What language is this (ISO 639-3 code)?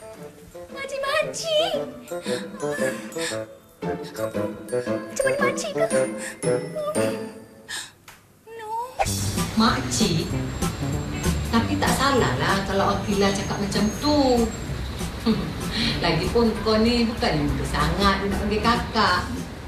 msa